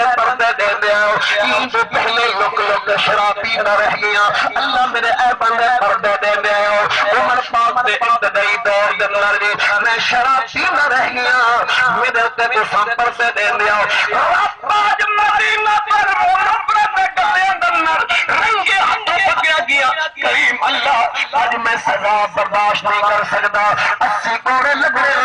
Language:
Saraiki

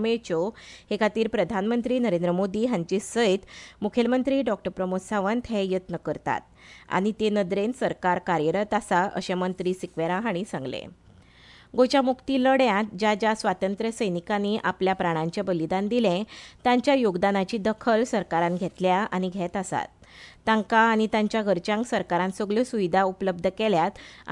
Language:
Konkani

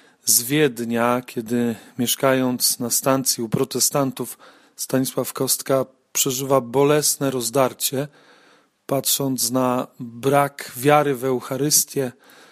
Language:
Polish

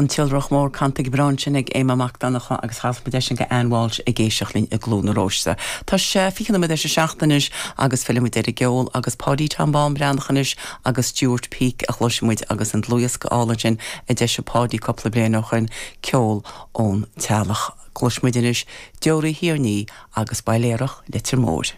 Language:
Irish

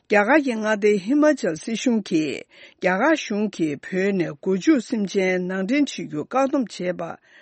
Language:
Tibetan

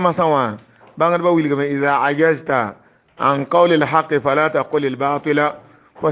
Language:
Mossi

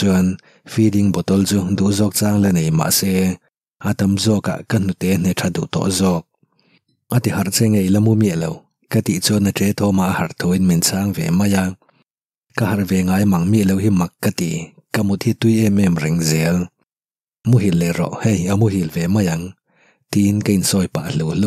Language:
Mizo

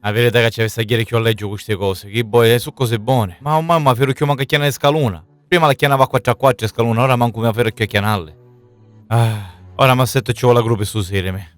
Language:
Sicilian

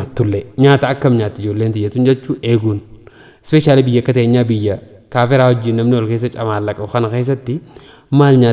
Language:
Oromo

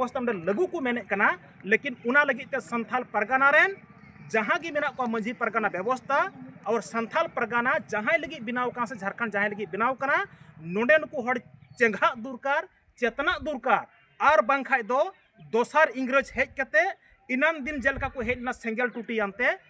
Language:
Santali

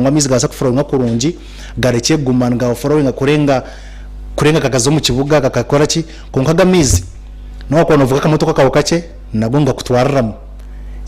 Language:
Nyankole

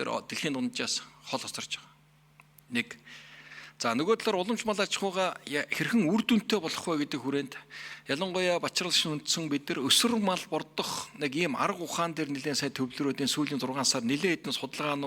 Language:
Mongolian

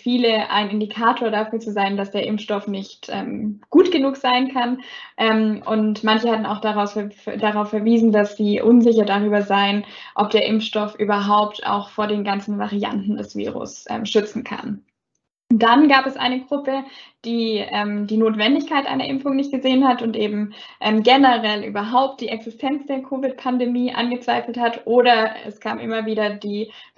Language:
German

